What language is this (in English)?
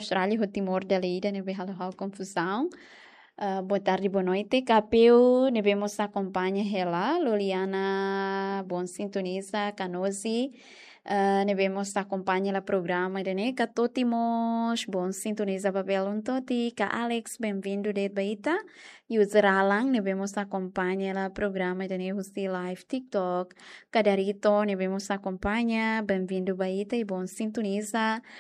Tetum